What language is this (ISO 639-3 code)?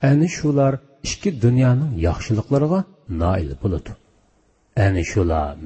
uig